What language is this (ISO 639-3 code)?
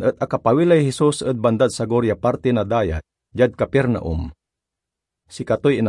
pag